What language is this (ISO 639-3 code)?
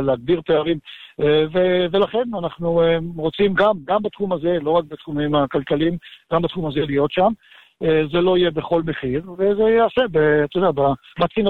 heb